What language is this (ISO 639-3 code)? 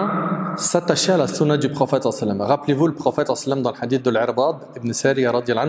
fra